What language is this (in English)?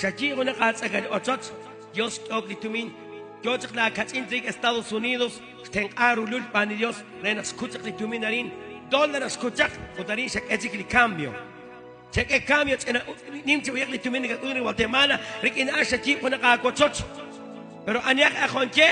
Kekchí